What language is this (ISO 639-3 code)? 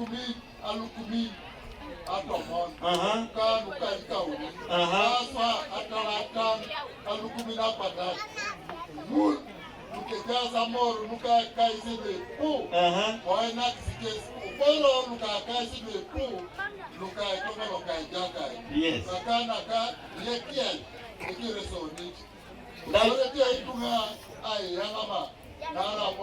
teo